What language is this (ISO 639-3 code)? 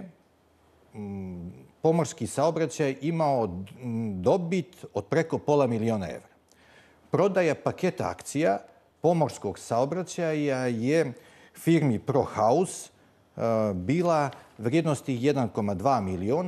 bos